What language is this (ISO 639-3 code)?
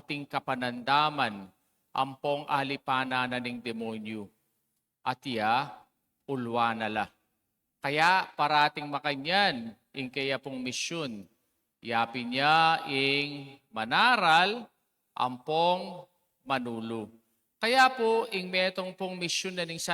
pam